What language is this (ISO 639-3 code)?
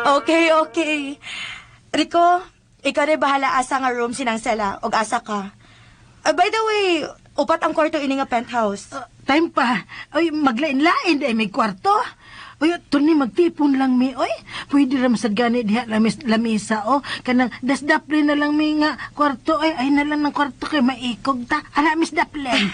ceb